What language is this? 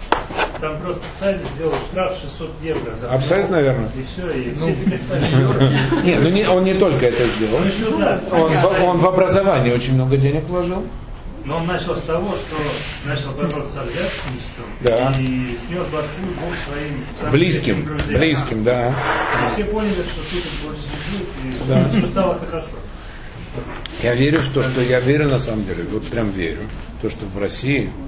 Russian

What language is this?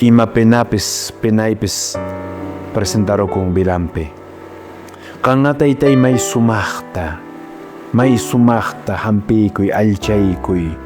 Quechua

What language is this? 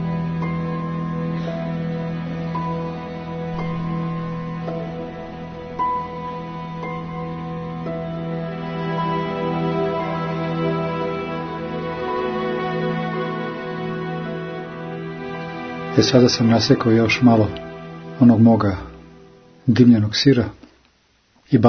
Serbian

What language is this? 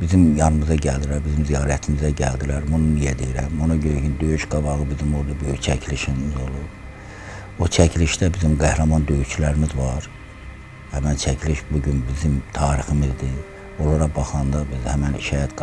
Azerbaijani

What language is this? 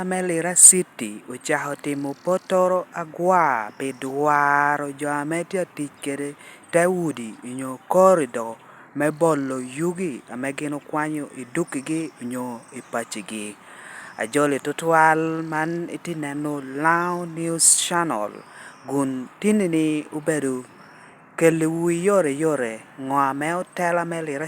Lango (Uganda)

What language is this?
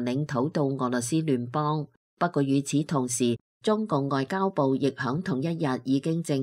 Cantonese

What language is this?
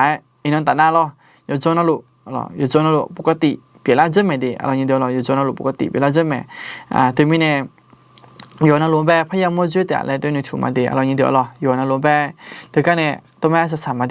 Akha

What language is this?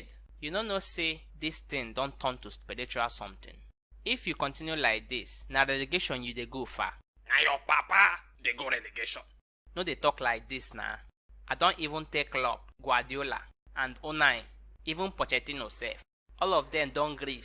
Nigerian Pidgin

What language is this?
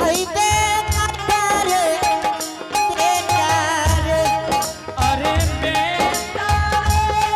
Angika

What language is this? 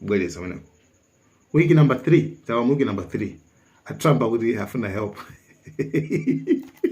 Nyanja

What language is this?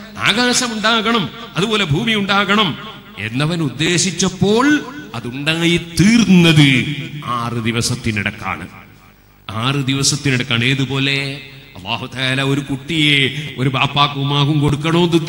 Malayalam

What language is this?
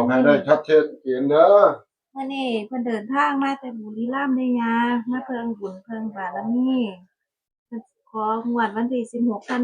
Northeastern Thai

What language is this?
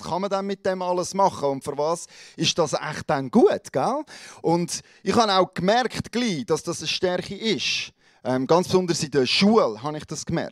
Swiss German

